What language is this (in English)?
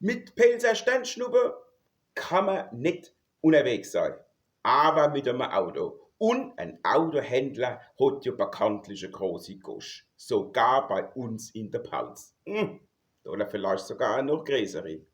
Palatine German